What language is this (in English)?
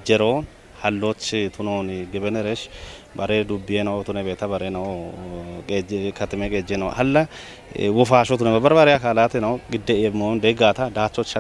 Kafa